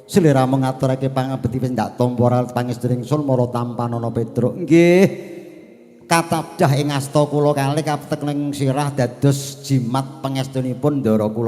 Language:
Javanese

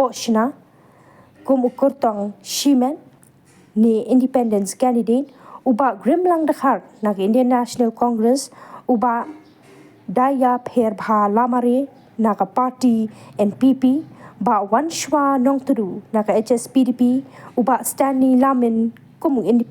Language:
Khasi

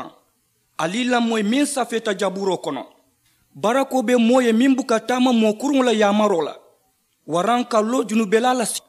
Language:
Mandingo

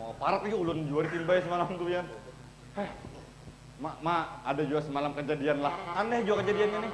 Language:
Banjar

